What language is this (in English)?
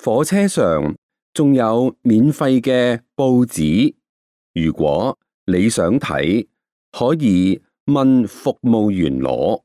Cantonese